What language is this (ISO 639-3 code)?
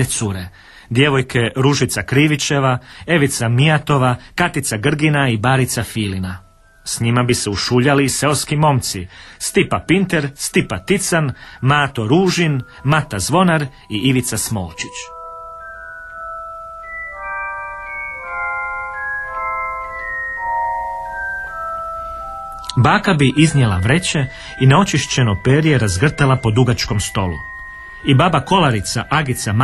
hrv